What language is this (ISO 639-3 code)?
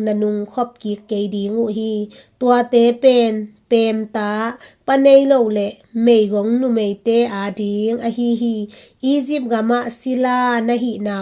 ctd